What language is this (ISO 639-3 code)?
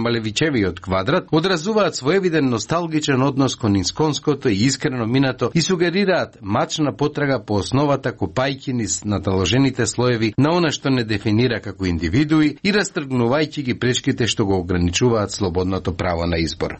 mkd